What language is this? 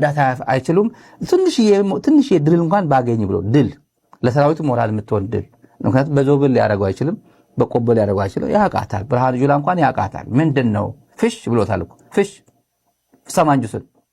Amharic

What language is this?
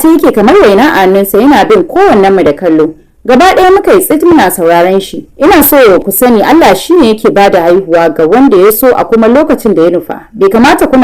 Hausa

